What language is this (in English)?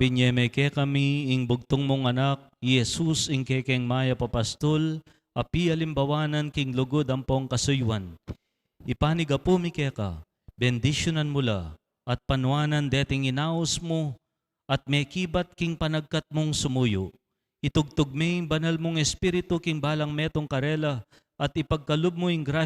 Pampanga